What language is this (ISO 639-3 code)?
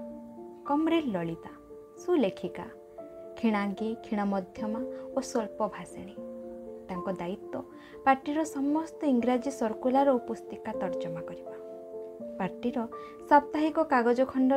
ori